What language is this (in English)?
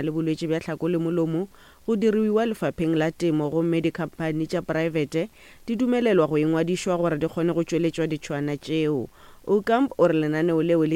Northern Sotho